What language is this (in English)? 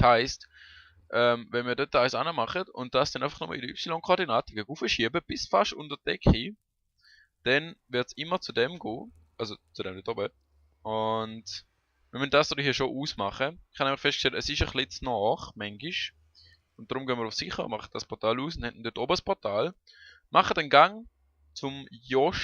Swiss German